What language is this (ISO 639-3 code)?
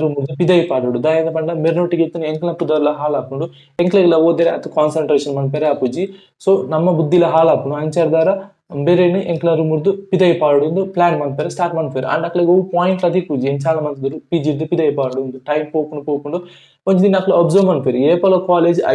tcy